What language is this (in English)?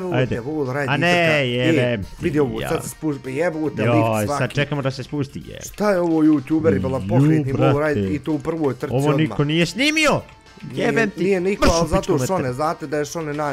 Bosnian